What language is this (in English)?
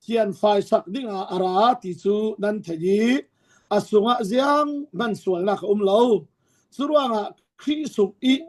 Falam Chin